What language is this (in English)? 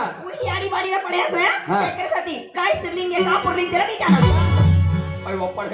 Chhattisgarhi